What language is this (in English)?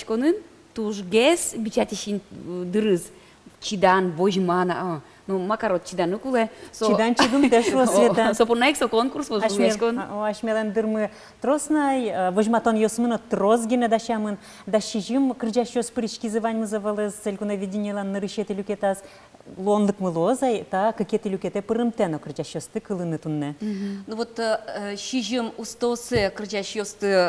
Udmurt